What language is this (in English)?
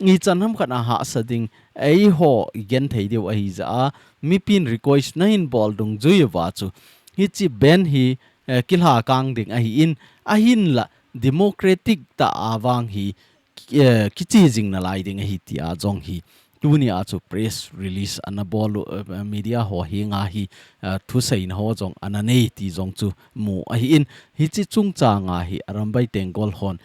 Thado Chin